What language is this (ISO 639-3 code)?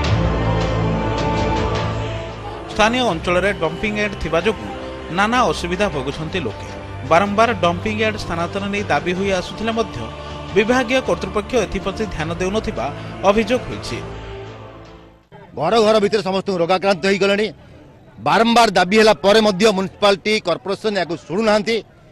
ori